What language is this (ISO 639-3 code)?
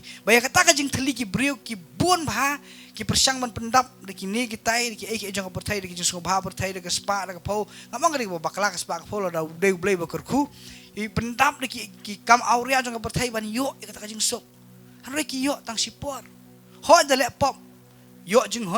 kha